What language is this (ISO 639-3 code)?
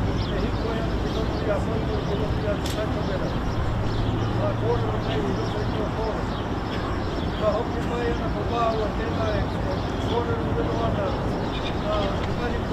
mri